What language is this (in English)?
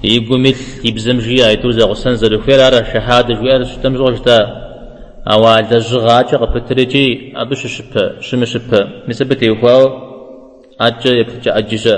Kabardian